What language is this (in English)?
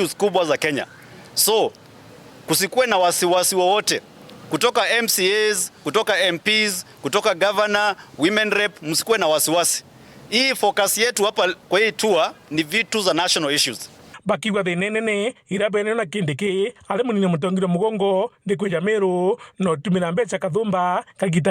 Meru